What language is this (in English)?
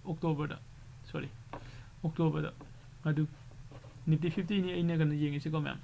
Manipuri